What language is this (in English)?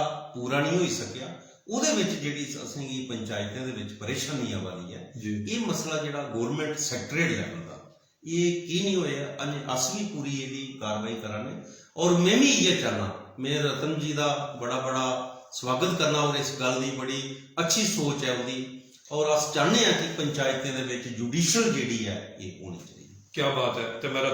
Dogri